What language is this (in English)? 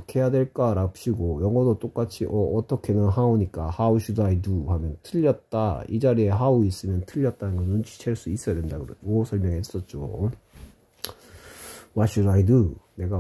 Korean